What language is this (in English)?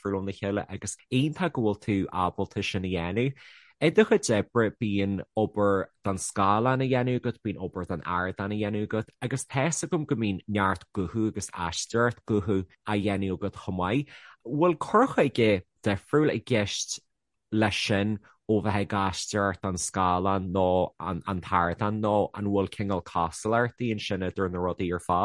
Irish